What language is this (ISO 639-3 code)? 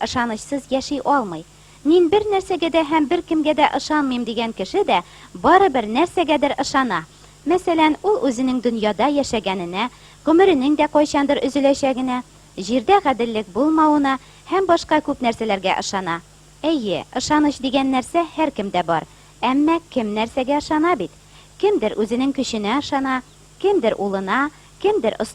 tat